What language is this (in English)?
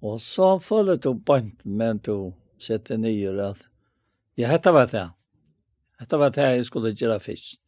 Faroese